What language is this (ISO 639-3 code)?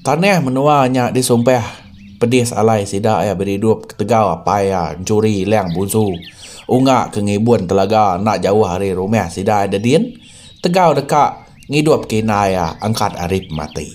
iba